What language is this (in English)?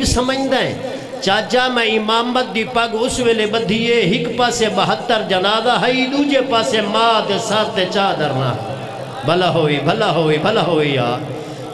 Saraiki